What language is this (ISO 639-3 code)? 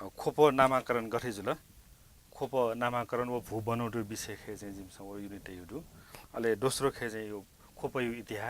new